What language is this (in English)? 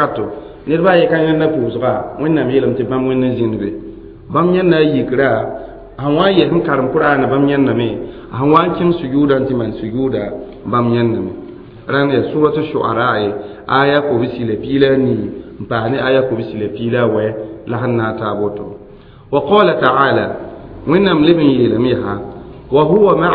Mossi